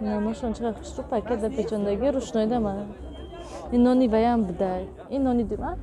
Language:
Tajik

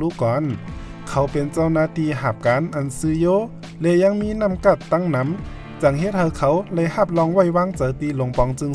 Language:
Shan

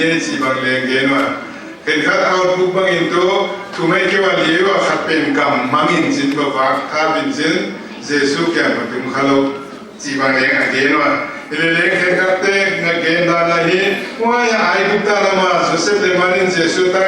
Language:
Paite Chin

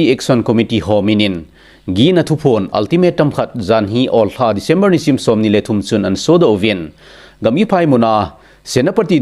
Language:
Thado Chin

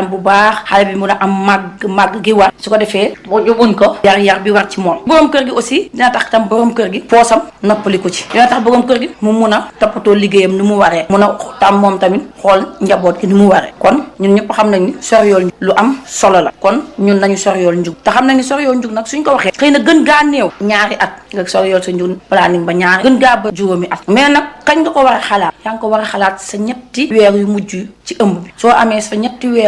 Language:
Wolof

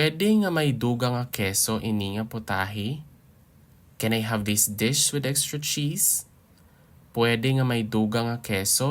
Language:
Hiligaynon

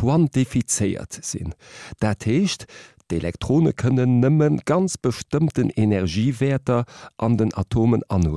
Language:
Luxembourgish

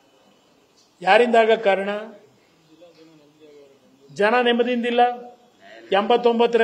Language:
Kannada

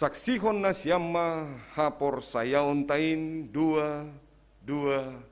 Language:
Batak Simalungun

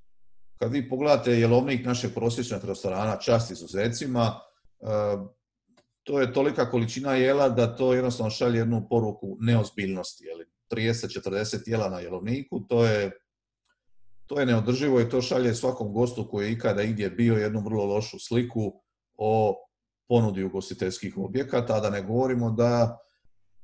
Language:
Croatian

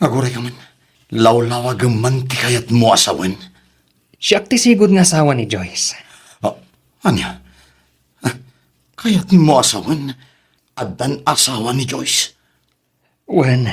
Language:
Iloko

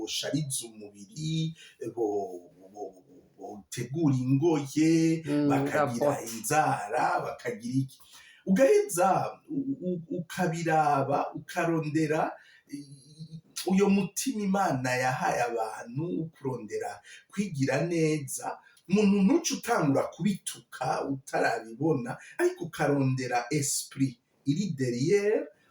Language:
Rundi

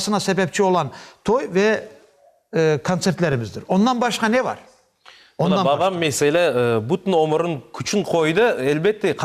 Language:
Crimean Tatar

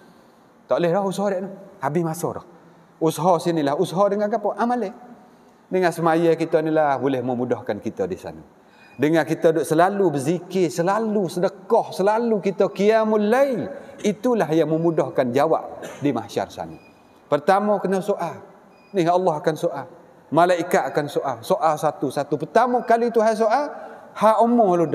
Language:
Malay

